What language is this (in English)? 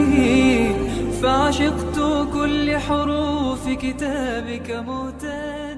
Bosnian